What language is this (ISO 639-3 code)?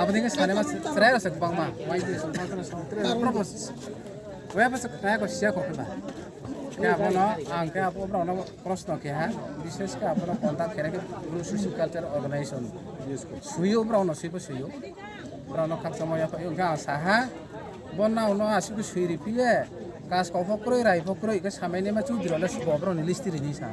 ria